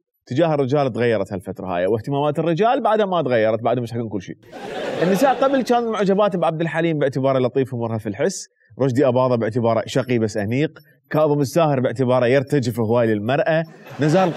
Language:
Mesopotamian Arabic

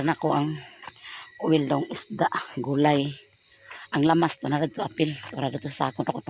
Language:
Cebuano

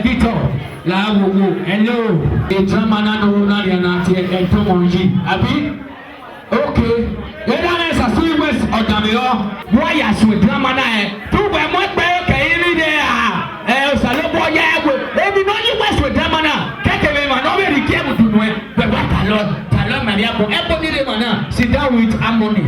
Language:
Bini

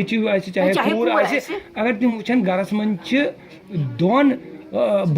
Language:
Kashmiri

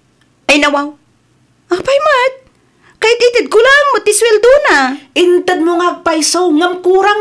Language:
Iloko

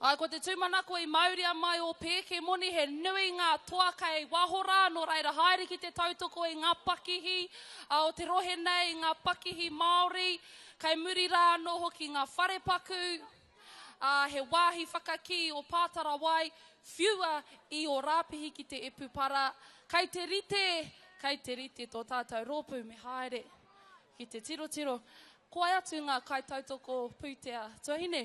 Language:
Māori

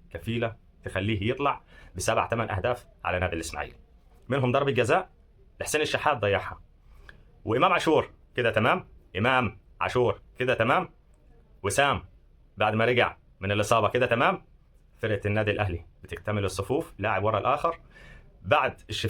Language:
Egyptian Arabic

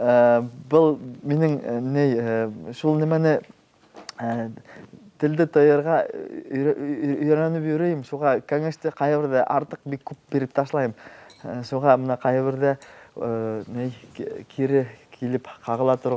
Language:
Bashkir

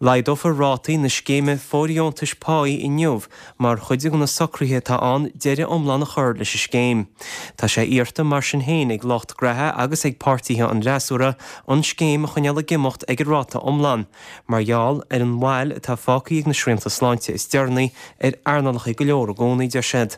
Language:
Irish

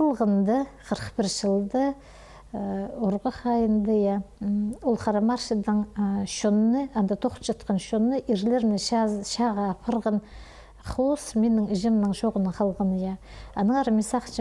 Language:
Khakas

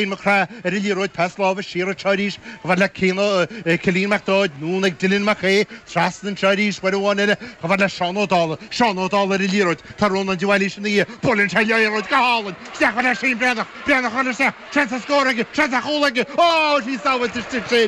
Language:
Irish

